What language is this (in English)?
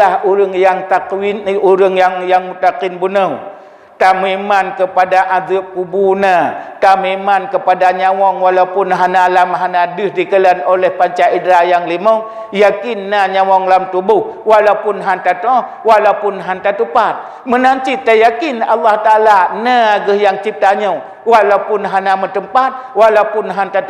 Achinese